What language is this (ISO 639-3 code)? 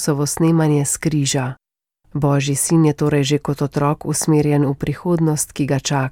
slv